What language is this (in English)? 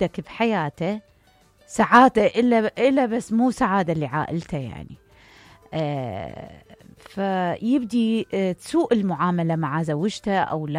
Mesopotamian Arabic